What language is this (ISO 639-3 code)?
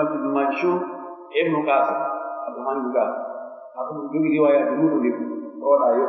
fuf